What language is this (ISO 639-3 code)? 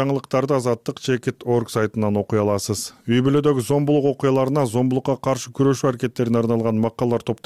kir